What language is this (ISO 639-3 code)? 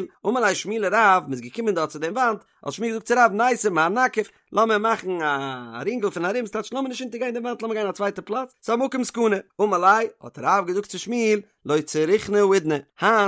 yid